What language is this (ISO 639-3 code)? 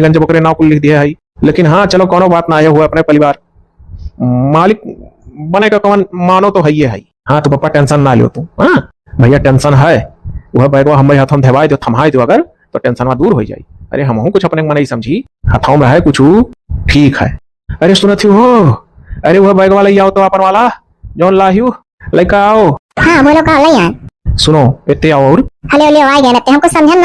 awa